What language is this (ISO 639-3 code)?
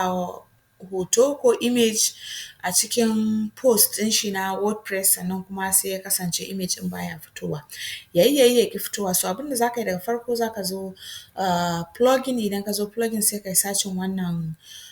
hau